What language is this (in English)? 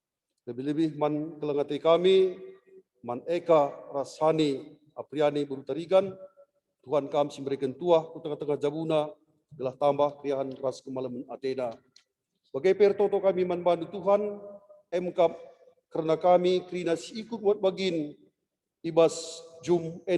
Batak Karo